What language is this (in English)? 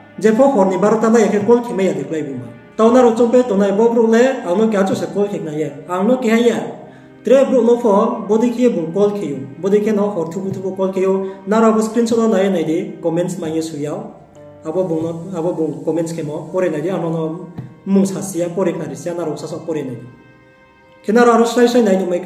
Riang (India)